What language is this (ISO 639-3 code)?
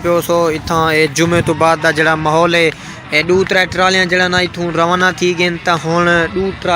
skr